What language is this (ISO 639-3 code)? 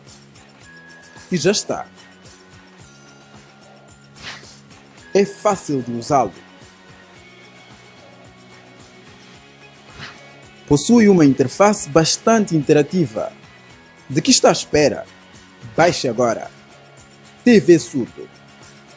por